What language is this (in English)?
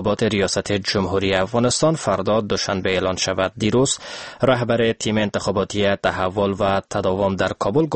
Persian